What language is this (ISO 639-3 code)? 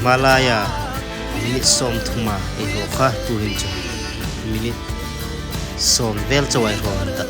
hmr